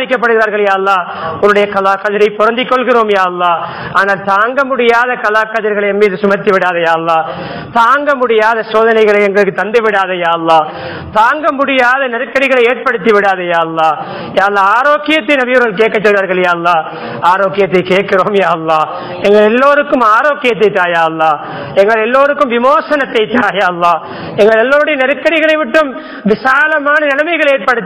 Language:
Tamil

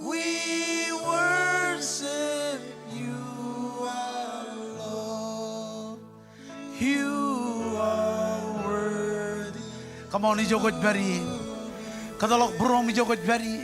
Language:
Marshallese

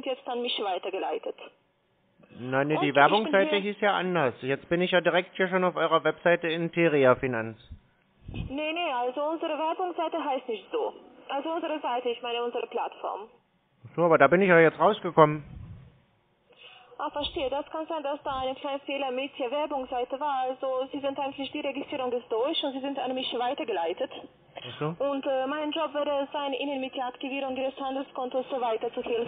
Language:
German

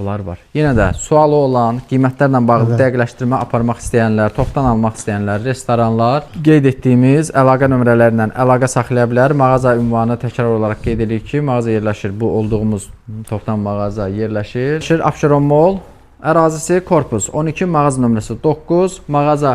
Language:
Azerbaijani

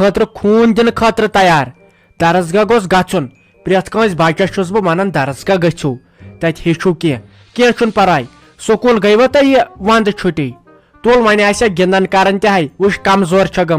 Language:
Kashmiri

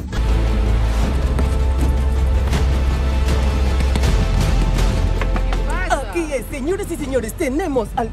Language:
Spanish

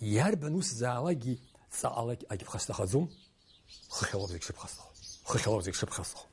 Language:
Abkhazian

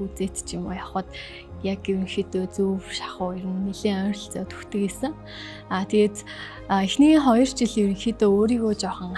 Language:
Mongolian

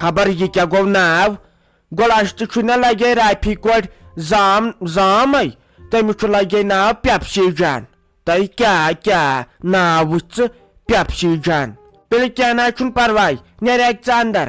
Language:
Kashmiri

